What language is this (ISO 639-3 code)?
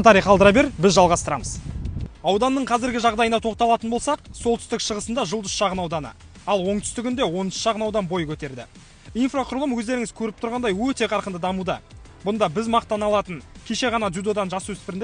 kaz